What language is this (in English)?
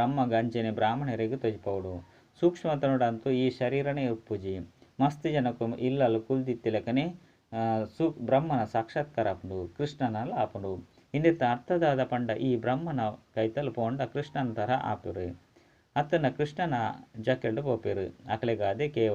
Tulu